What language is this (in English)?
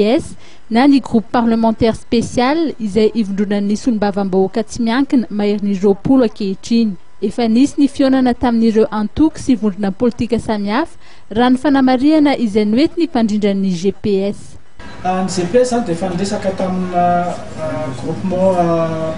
Malagasy